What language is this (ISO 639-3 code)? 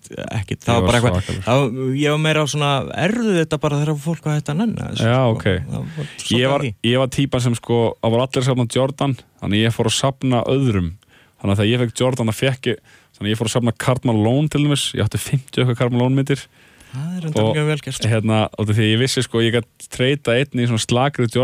isl